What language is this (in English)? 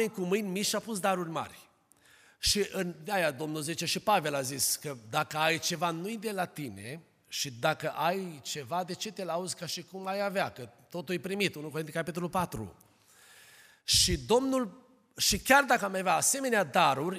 Romanian